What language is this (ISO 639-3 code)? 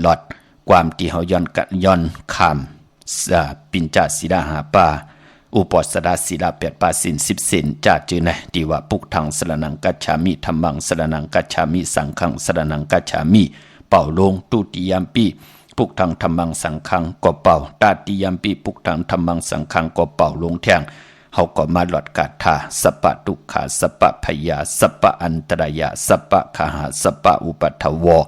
shn